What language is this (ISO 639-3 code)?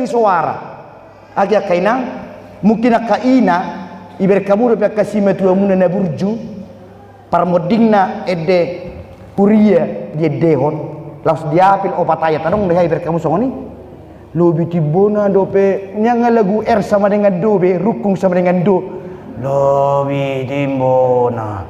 bbc